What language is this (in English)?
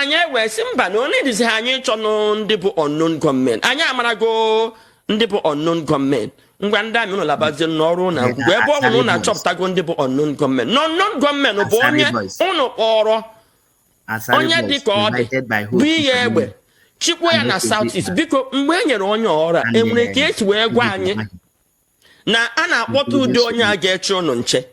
Igbo